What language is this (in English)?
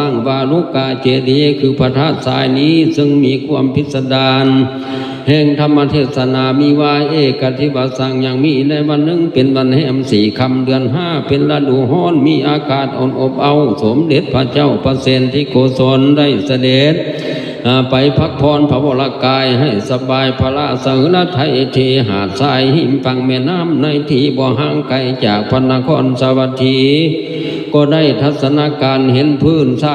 Lao